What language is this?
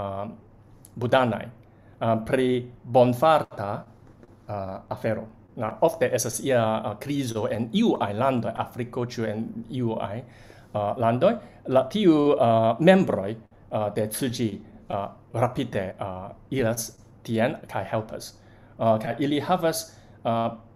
Esperanto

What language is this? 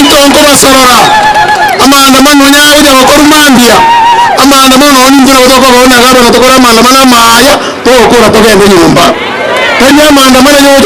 Gusii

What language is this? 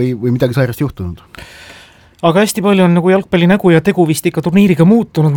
Estonian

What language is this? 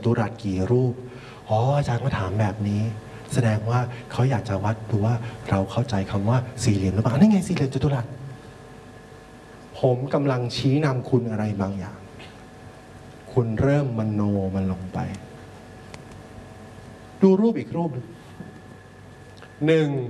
Thai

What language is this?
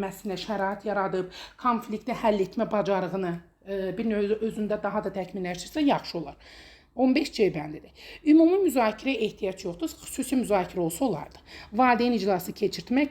Azerbaijani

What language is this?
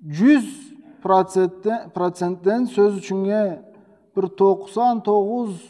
Karachay-Balkar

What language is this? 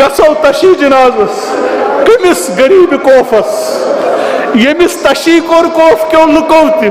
Kashmiri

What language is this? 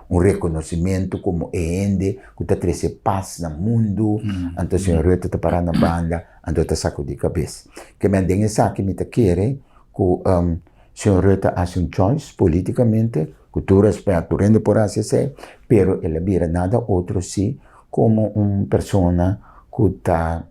Papiamento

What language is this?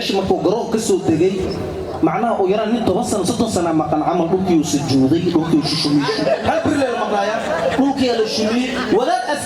Somali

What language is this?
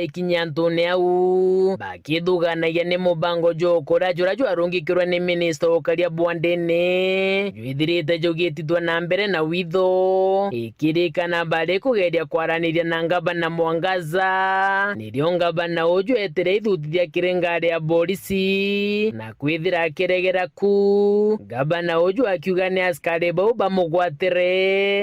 Meru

